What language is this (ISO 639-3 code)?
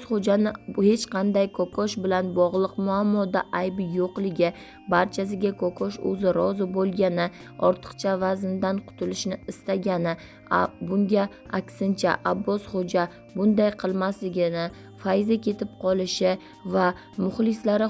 uzb